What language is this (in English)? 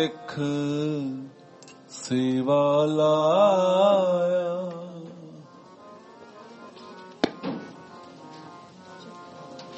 Punjabi